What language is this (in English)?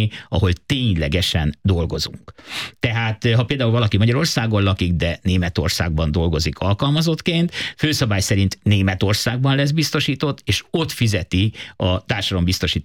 Hungarian